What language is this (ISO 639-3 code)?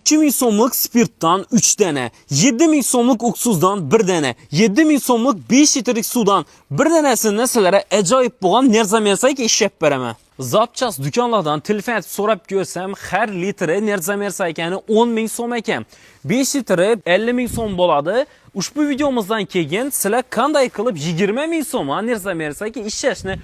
uzb